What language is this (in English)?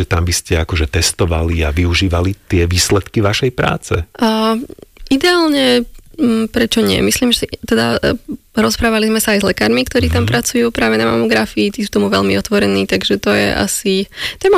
Slovak